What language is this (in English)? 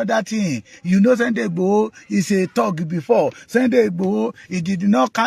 Yoruba